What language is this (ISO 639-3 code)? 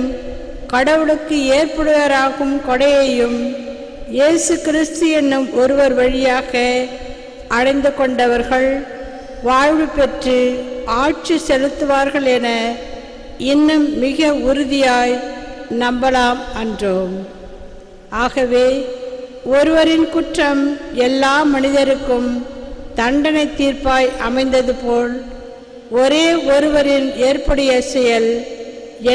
tam